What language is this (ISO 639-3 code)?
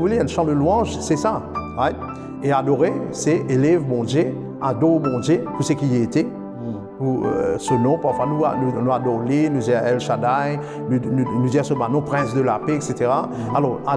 mfe